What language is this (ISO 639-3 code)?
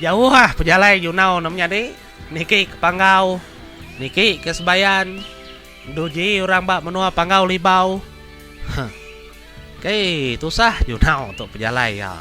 iba